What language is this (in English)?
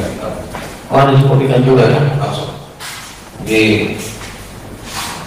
Indonesian